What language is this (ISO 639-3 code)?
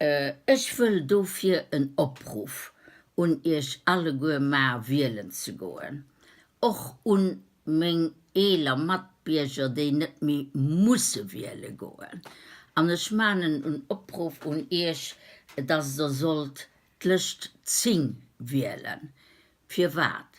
ltz